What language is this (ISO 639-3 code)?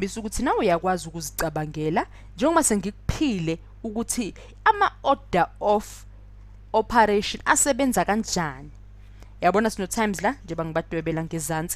zul